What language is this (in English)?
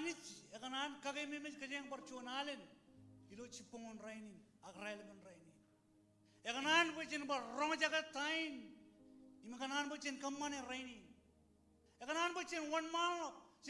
Marshallese